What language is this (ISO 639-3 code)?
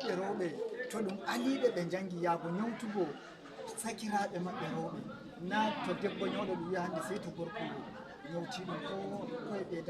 fuv